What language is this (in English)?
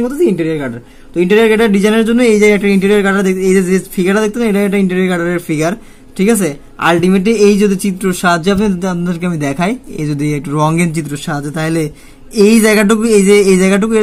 Bangla